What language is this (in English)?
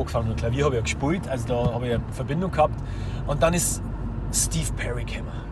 Bavarian